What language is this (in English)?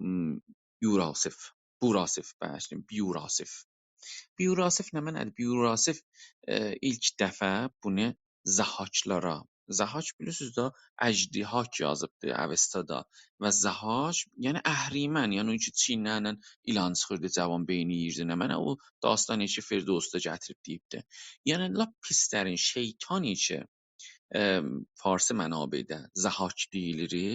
South Azerbaijani